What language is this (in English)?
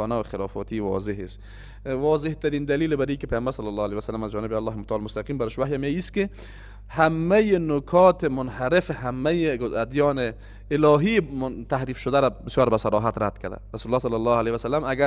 Persian